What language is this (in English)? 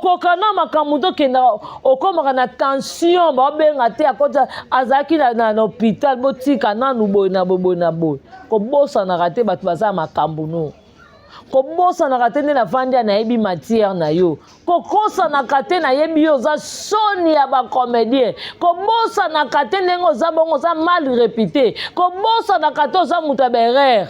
Lingala